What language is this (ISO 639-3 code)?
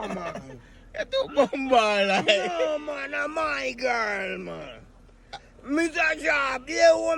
jam